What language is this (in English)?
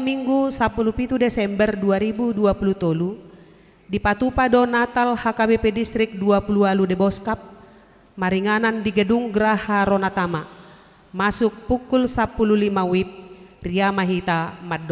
Batak Toba